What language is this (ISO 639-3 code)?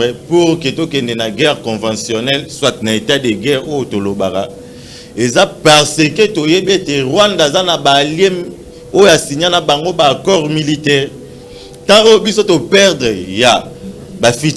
lin